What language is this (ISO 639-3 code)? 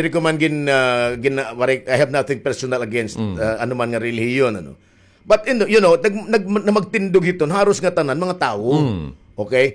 war